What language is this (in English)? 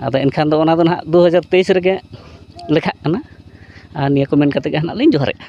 Santali